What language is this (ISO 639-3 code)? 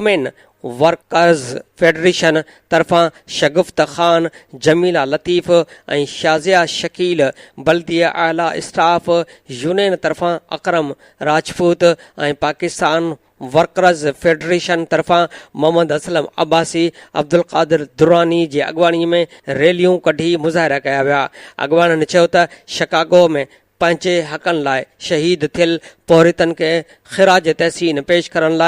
snd